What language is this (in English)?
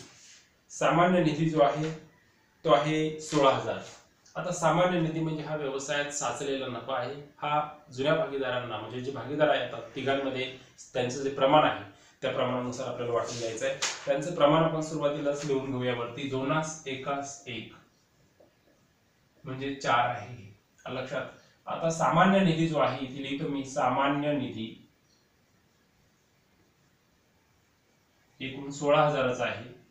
Marathi